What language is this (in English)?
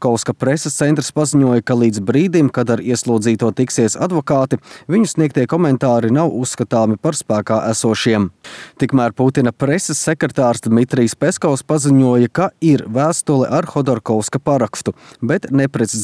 Latvian